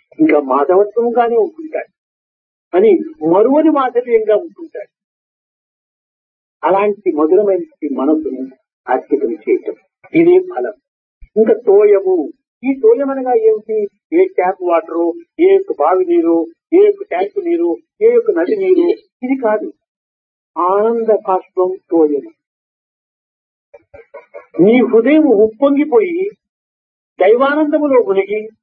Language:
Telugu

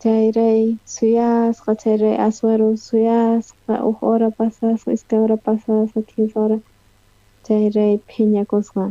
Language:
South Bolivian Quechua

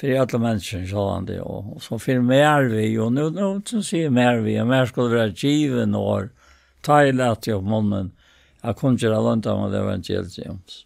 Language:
Faroese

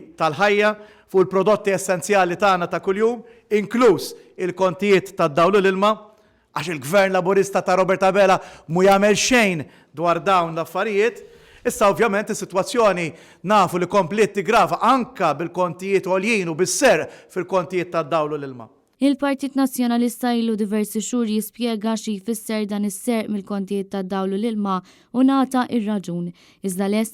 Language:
Maltese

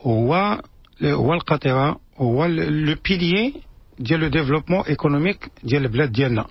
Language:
Moroccan Arabic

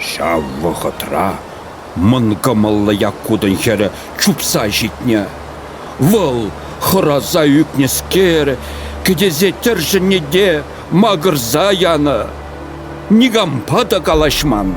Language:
Chuvash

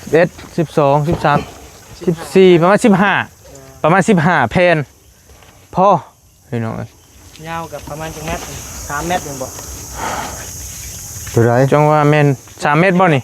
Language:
Northeastern Thai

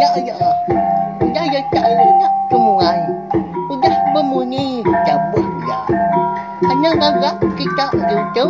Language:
Iban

